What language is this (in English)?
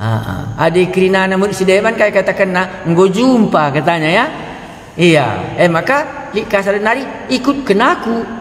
Batak Karo